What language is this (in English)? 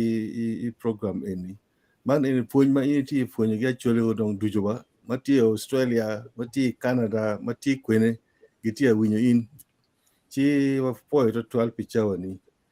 Acoli